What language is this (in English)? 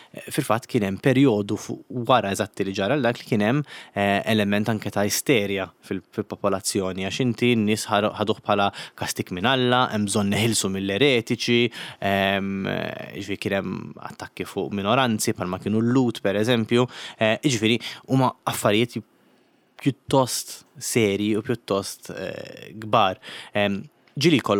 Maltese